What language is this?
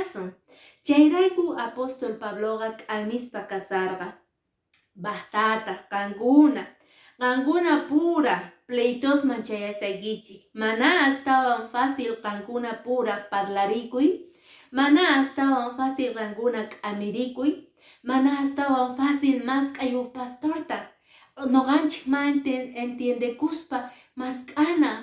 Quechua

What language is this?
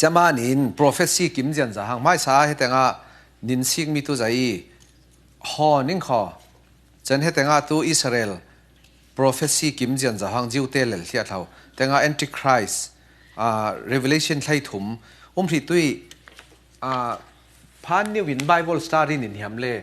Falam Chin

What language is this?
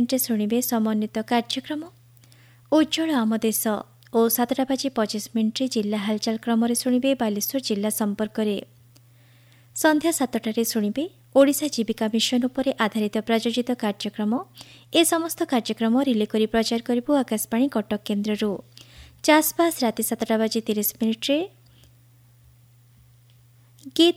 Odia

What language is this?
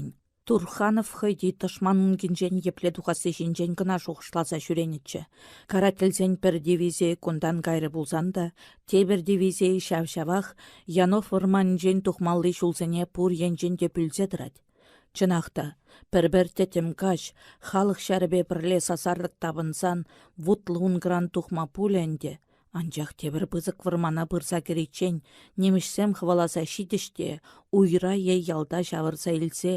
Chuvash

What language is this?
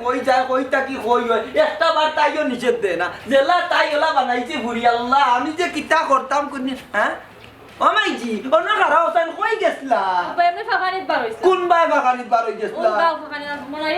Sylheti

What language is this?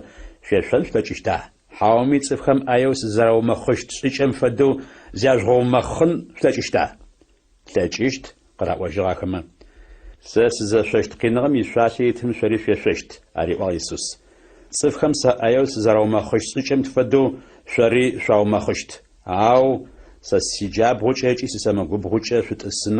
Adyghe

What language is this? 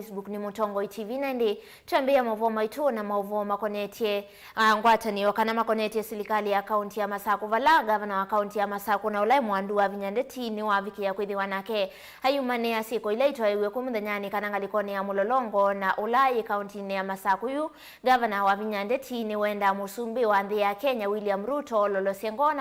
Kamba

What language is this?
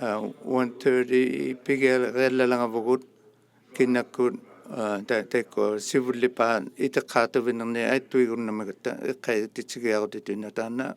Inuktitut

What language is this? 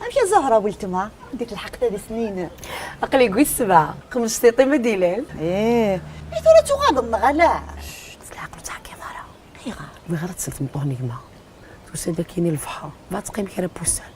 Kabyle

